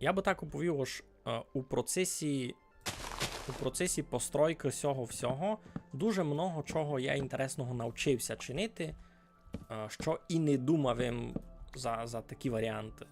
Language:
Rusyn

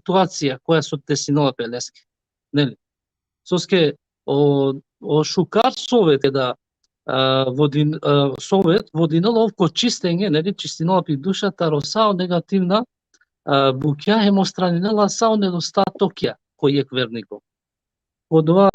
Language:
Balkan Romani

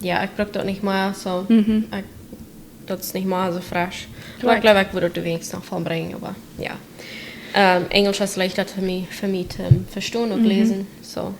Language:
Plautdietsch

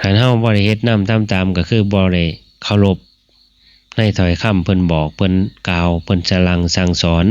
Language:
Northeastern Thai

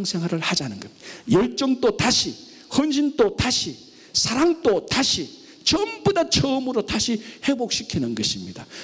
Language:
Korean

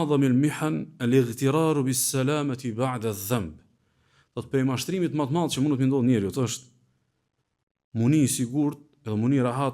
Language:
Albanian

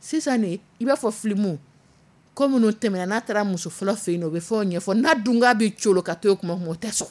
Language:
Dyula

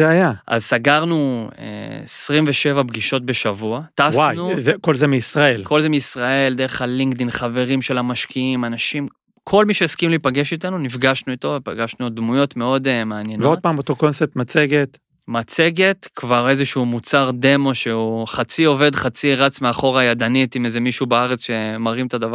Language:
Hebrew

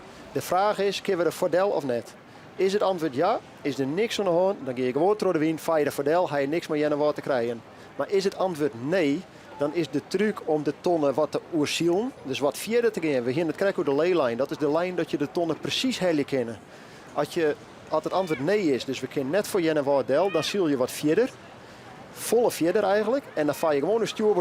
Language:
Western Frisian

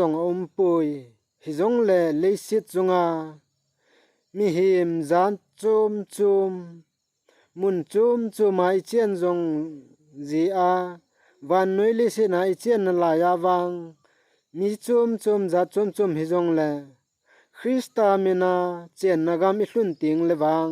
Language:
Thado Chin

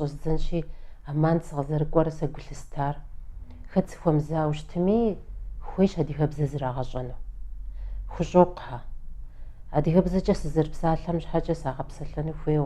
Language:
Kabardian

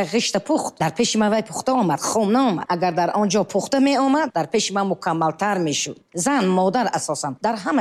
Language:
Tajik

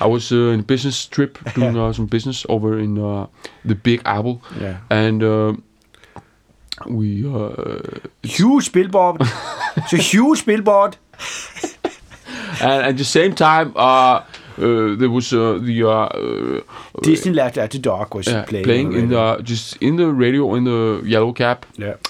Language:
Icelandic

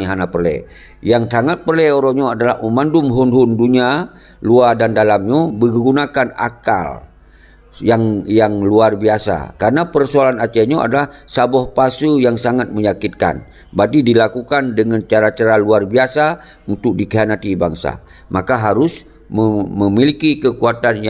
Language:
Achinese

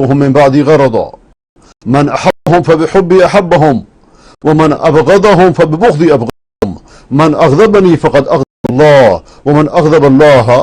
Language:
Persian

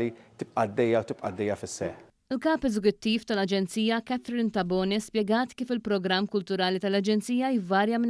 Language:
Maltese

